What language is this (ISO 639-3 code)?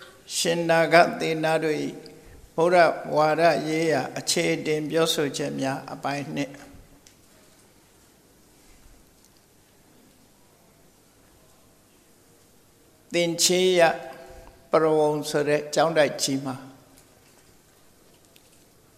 mya